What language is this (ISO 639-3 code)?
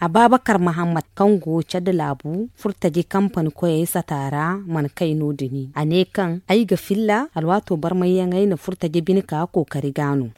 dje